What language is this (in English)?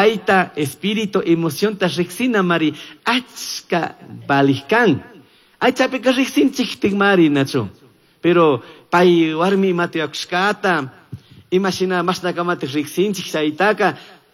Chimborazo Highland Quichua